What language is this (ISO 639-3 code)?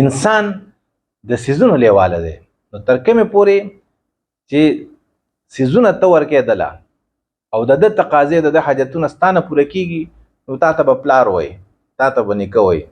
pus